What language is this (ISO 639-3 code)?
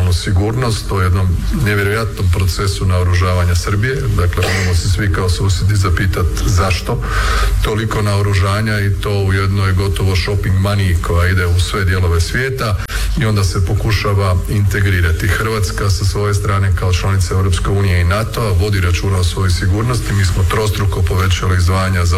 hrv